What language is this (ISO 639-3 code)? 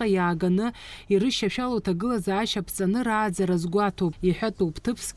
abk